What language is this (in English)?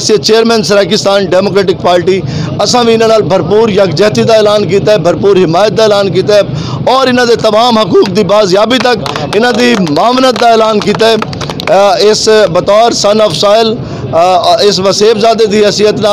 Saraiki